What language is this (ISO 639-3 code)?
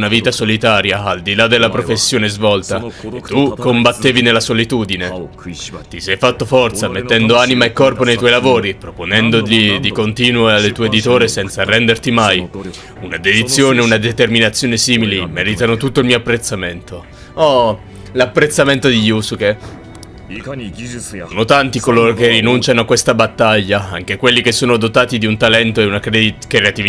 ita